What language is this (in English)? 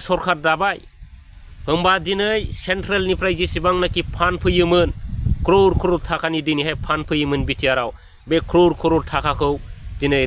Bodo